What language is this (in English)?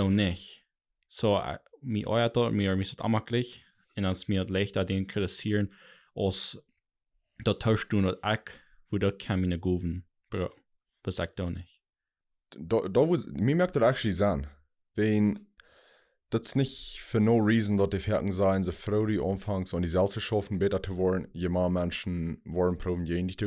Plautdietsch